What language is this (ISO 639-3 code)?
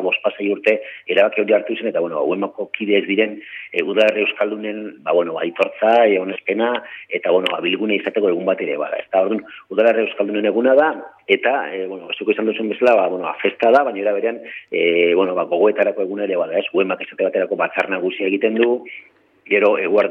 eus